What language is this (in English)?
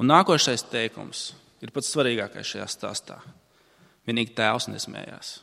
Latvian